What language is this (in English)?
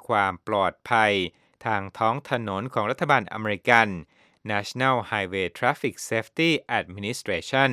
Thai